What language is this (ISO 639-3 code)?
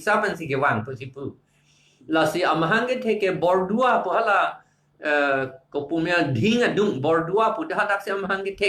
mjw